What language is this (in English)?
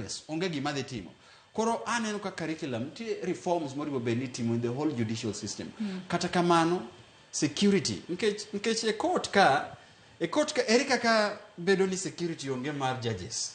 Luo (Kenya and Tanzania)